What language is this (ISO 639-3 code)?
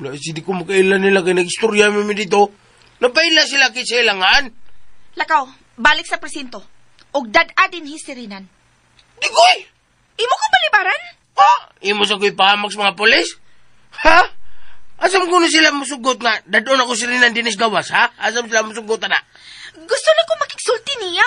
ceb